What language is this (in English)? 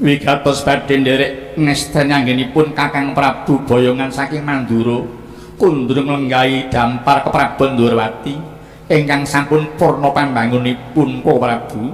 Javanese